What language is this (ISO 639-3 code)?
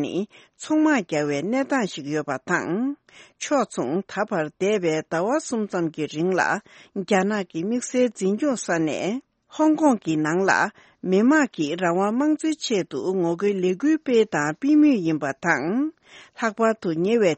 bod